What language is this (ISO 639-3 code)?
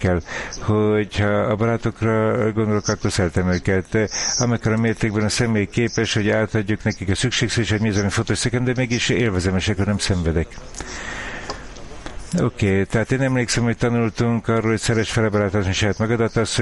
hun